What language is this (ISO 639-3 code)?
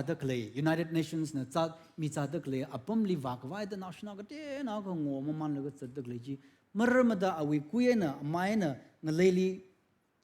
nmf